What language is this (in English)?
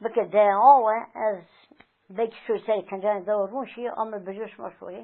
Zaza